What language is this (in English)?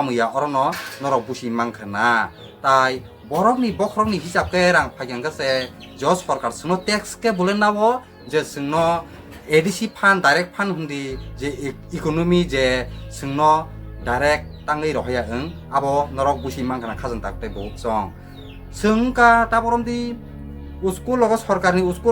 Kok Borok